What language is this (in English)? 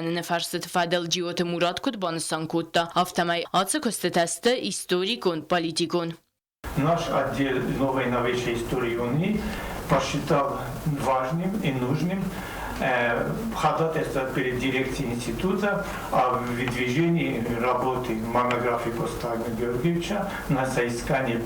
Ossetic